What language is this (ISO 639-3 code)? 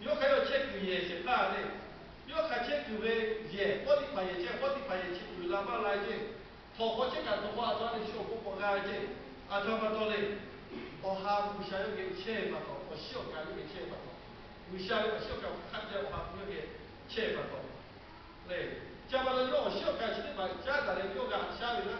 lhu